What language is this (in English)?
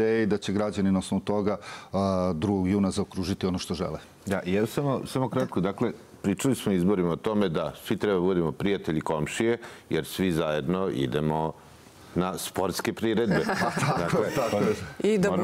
Serbian